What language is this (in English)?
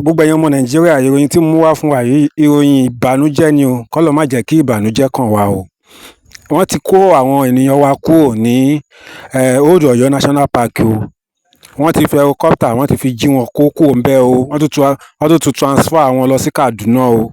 Yoruba